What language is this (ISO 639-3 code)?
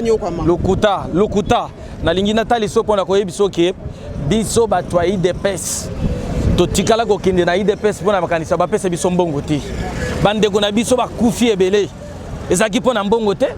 lin